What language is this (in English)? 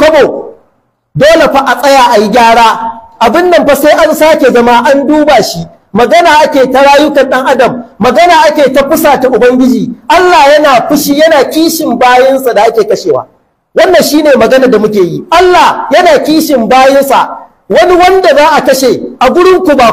Hausa